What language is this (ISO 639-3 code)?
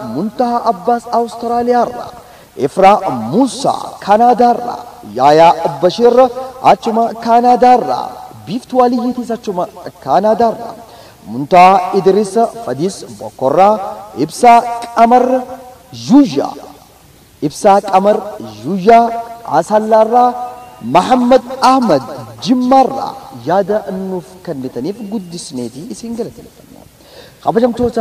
orm